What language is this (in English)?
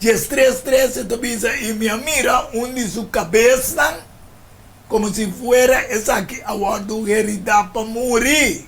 Papiamento